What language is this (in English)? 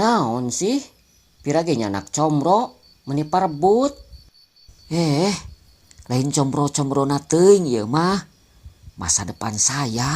Sundanese